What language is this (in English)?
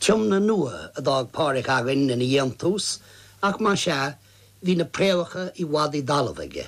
Irish